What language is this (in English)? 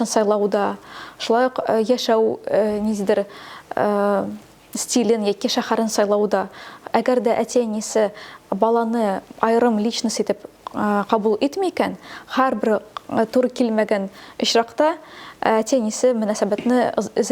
Tatar